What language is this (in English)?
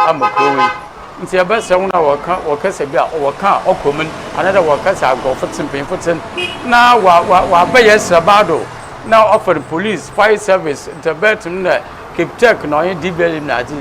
Akan